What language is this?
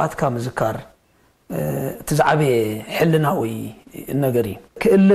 Tigrinya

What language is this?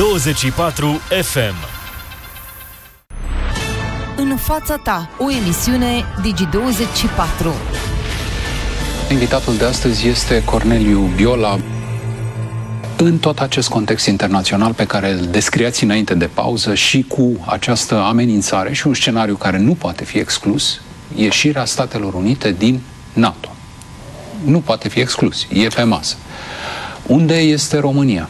Romanian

